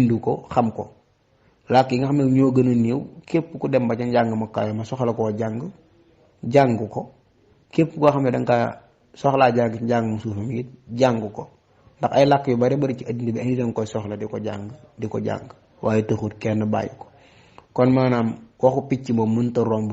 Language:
Wolof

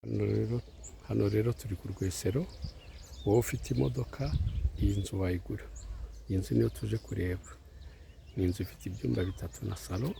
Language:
Kinyarwanda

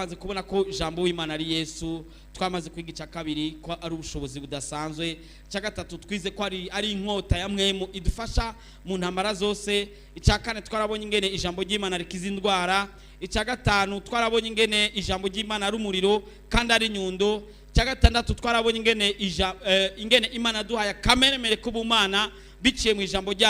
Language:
Rundi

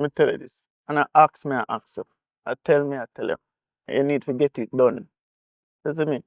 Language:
Jamaican Creole English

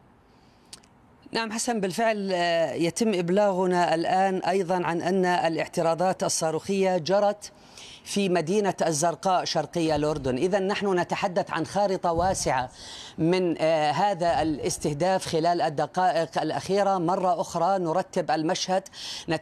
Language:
Arabic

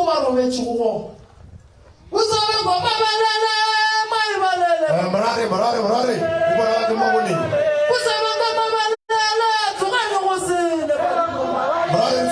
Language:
Northern Sotho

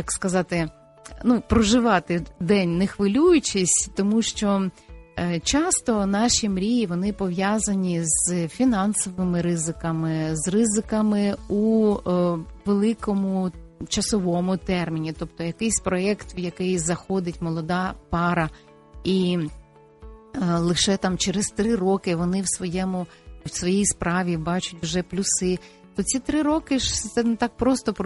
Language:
Ukrainian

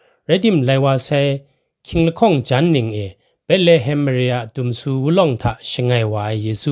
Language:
Kachin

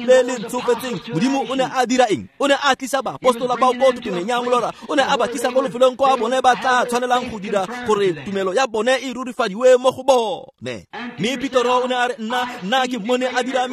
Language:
Tswana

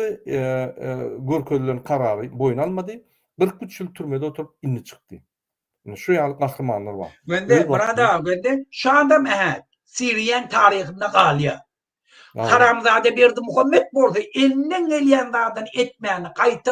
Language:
Turkmen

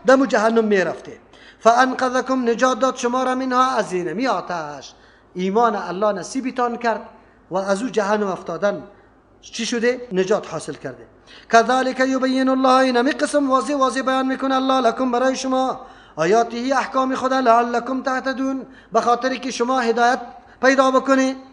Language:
Persian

